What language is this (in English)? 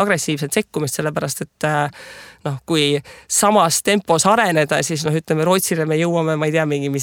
Estonian